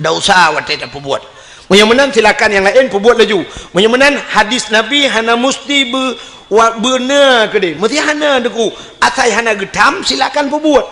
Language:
Achinese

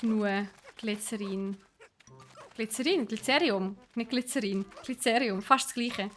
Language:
Swiss German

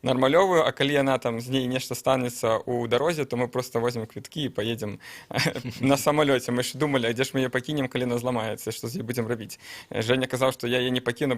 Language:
Belarusian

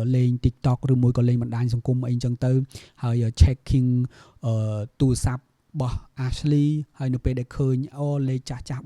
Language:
Khmer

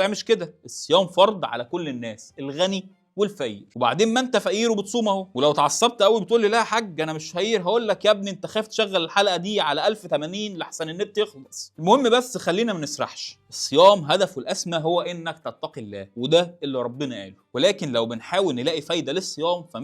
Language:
Egyptian Arabic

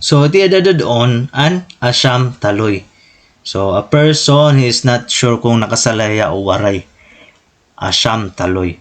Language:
Waray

